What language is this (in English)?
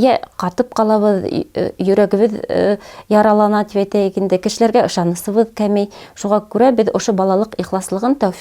Bashkir